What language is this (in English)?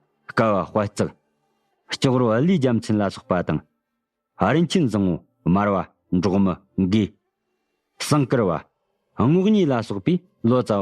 Tibetan